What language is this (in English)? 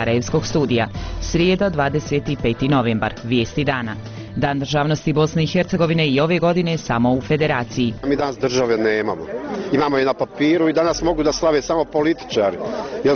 Bosnian